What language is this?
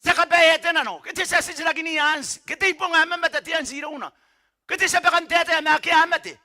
Gilbertese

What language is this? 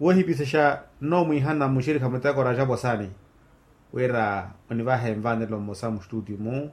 Makhuwa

